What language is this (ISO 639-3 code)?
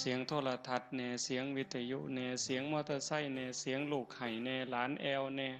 tts